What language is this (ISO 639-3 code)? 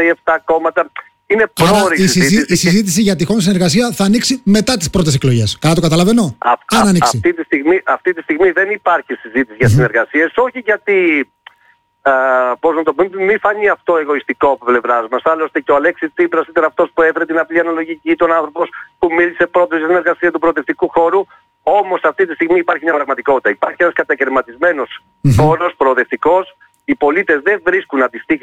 ell